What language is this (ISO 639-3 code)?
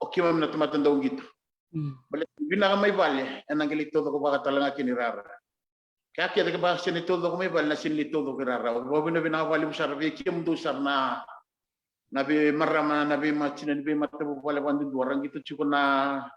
fij